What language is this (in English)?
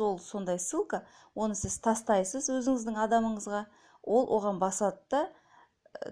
Kazakh